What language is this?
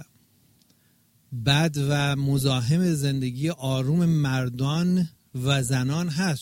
Persian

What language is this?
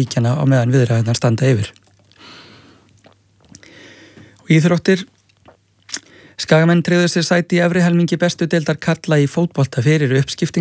Icelandic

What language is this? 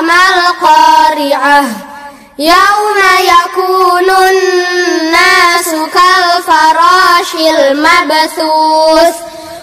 Arabic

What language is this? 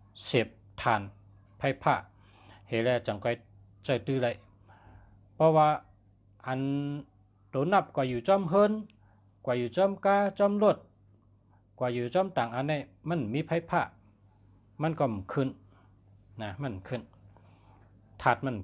Shan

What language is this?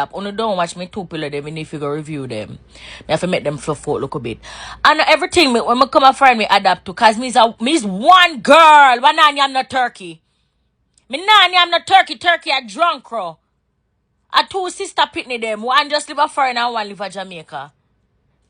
Jamaican Creole English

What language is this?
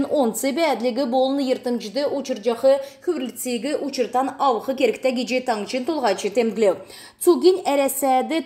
Kalmyk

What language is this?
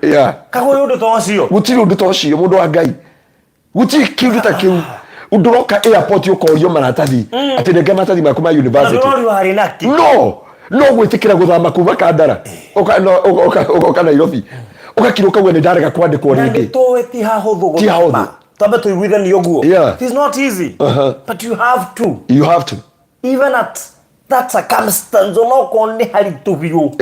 Kikuyu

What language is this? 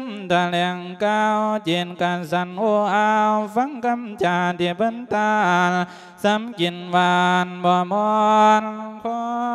Lao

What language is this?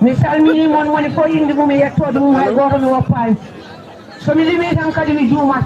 Fula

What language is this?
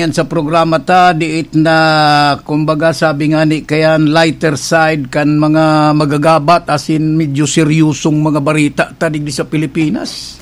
Bikol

